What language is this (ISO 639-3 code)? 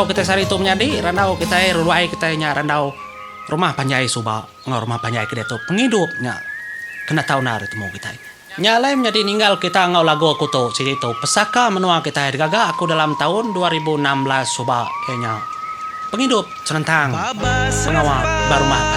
iba